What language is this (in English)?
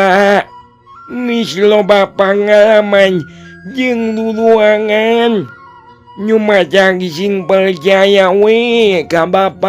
Sundanese